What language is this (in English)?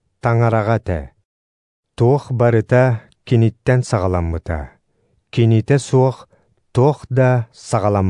Yakut